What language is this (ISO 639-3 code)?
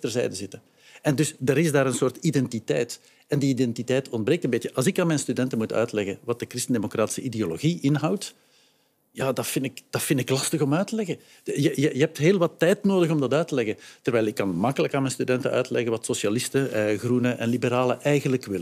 nld